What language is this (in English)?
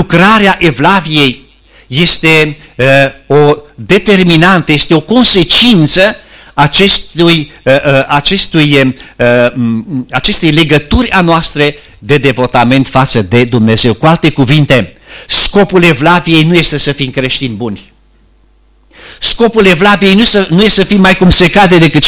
Romanian